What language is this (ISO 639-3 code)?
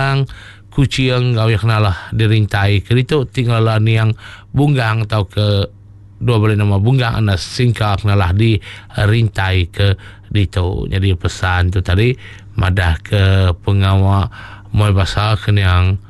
iba